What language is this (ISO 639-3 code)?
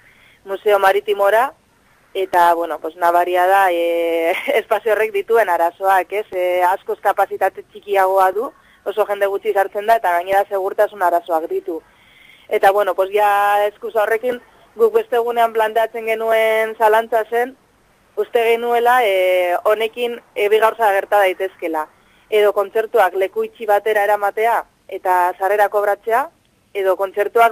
eus